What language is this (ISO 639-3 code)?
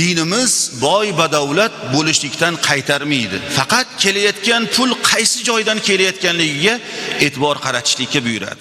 uzb